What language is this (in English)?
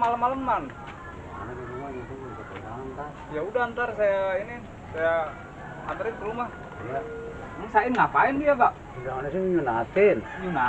Betawi